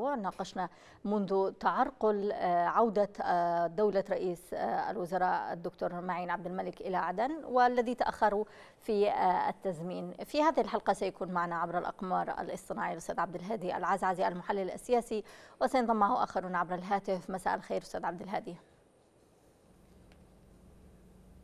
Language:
Arabic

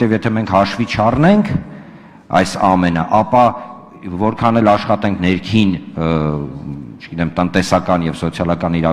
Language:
Armenian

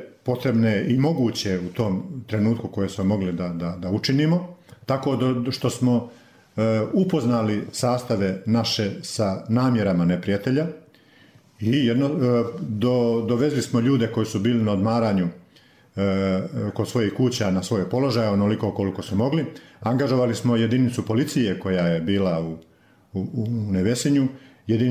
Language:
Bosnian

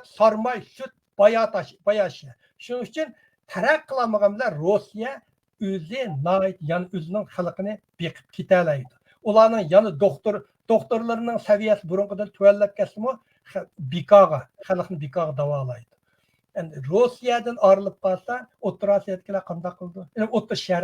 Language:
Uyghur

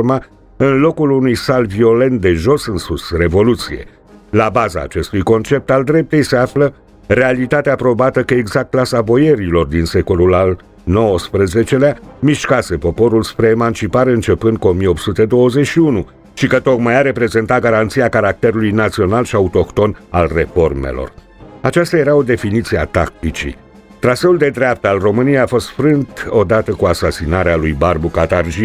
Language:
Romanian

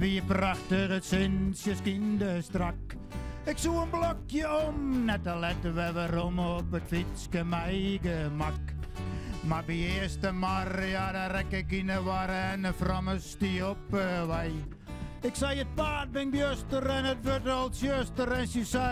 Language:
Western Frisian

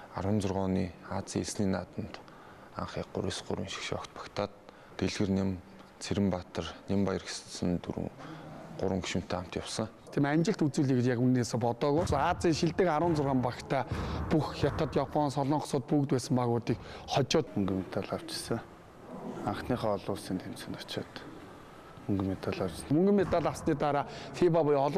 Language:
Mongolian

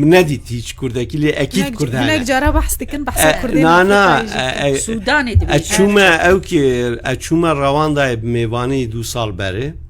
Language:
Kurdish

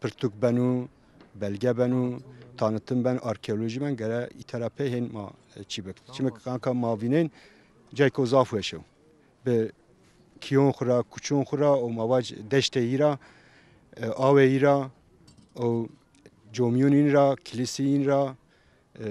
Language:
Zaza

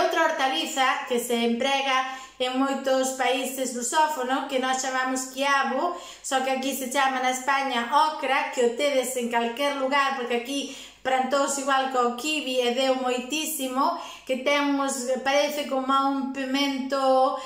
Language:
Galician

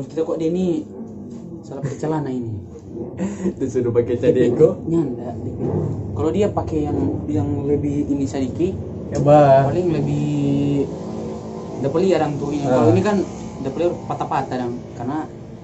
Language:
Manado Malay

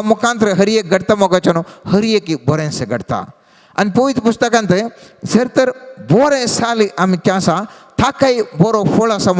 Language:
Konkani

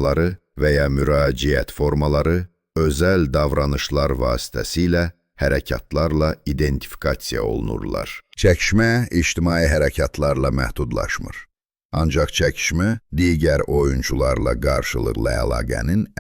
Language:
South Azerbaijani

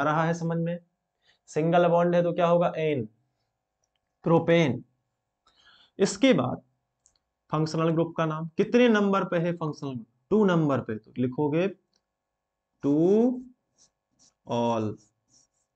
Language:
Hindi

